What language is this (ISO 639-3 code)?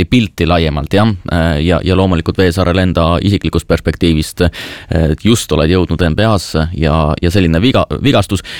est